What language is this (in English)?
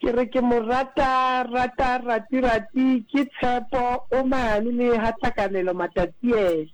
Southern Sotho